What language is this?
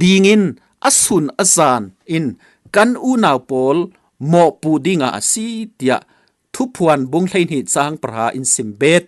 Falam Chin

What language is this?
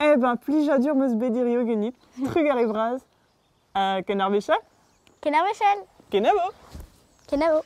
Breton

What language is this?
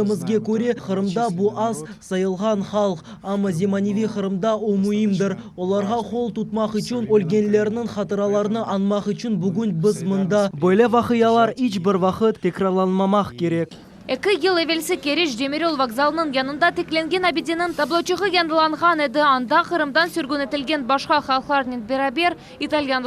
Crimean Tatar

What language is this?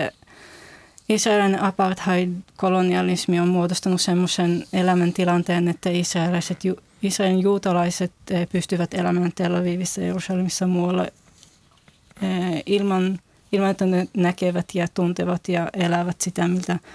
Finnish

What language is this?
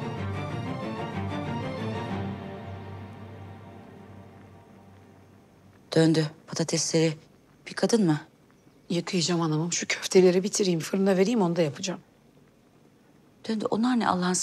Turkish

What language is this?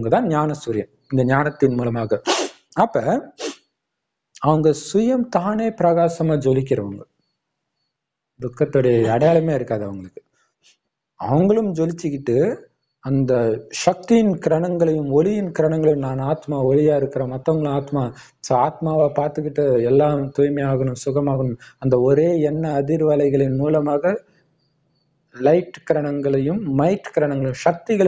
Tamil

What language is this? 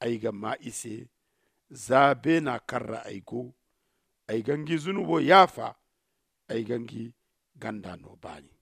Zarma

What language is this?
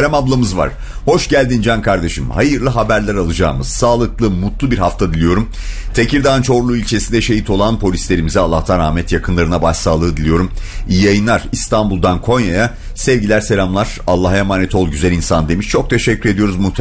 Turkish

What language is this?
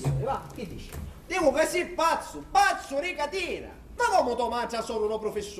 Sicilian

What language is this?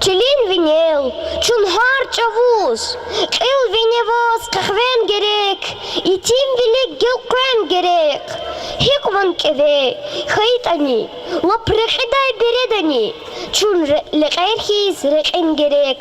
Lezghian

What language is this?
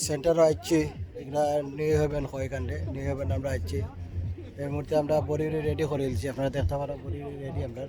Sylheti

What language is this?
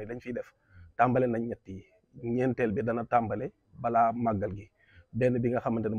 Wolof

